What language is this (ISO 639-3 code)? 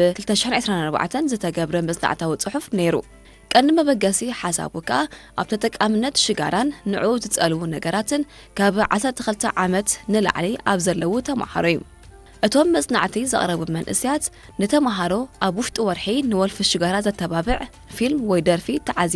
tir